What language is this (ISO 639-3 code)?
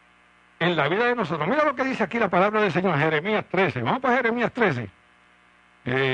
spa